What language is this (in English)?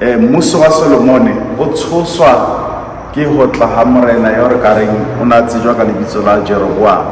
Southern Sotho